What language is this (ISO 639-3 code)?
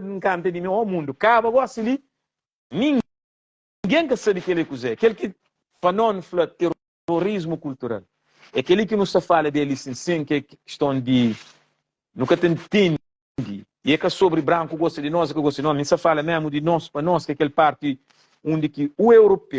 kea